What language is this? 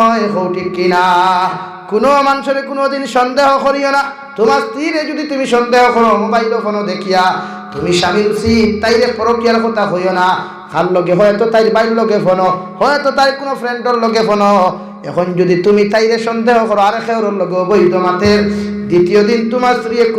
Sylheti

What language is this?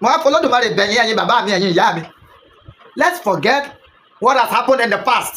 Yoruba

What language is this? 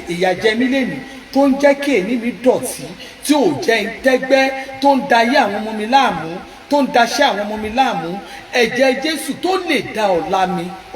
Yoruba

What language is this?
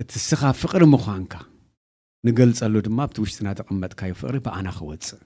Tigrinya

